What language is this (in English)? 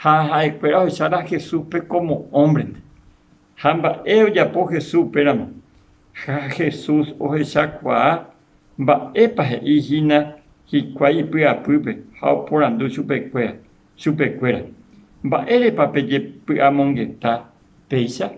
Guarani